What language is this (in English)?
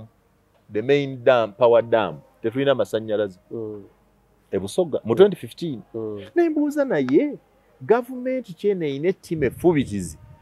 Ganda